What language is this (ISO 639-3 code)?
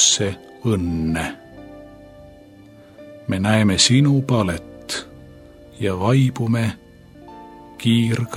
est